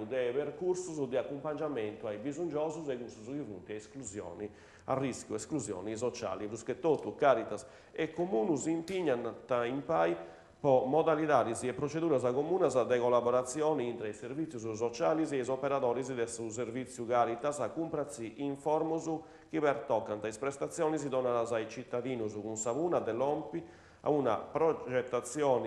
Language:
Sardinian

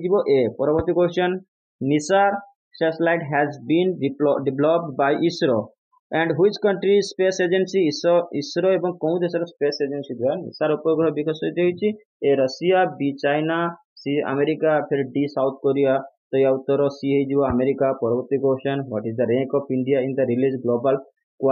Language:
Odia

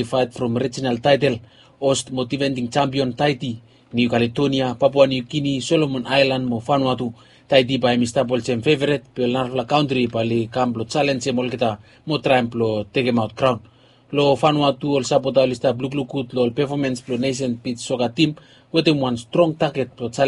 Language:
Bislama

